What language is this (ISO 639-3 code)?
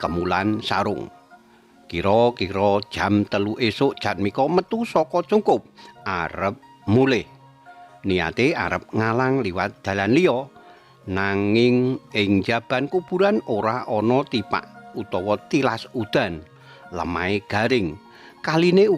jav